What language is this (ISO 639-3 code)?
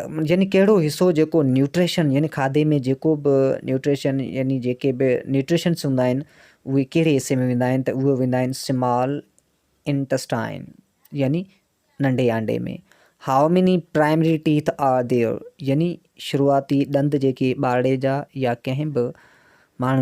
snd